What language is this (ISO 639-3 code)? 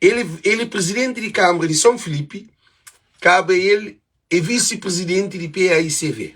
kea